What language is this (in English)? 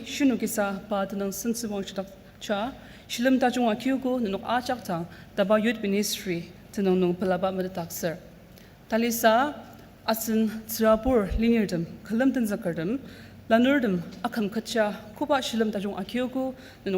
Ao Naga